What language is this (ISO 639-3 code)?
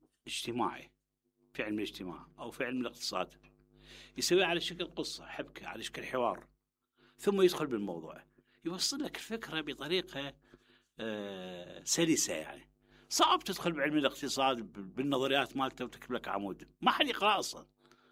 acm